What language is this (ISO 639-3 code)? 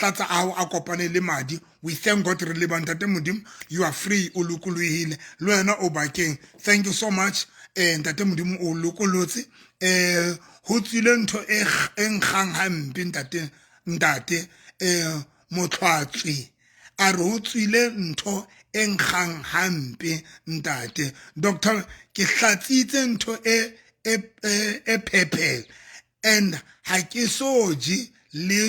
sot